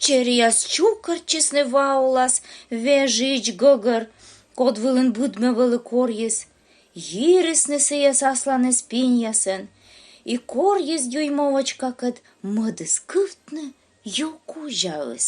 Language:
Komi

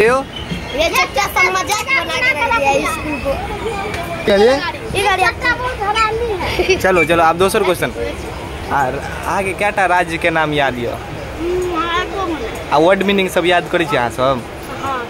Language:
Maithili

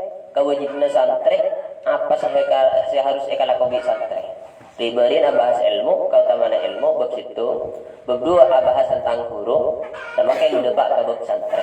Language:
Madurese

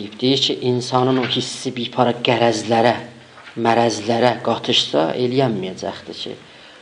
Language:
South Azerbaijani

